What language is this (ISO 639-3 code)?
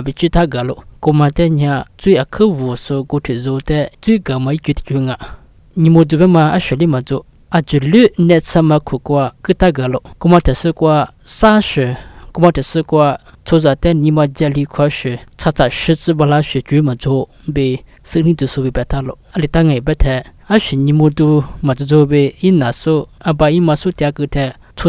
lis